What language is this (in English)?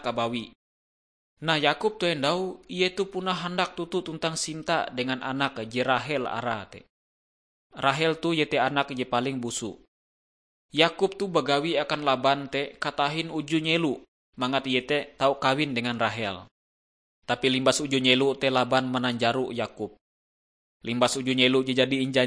Ngaju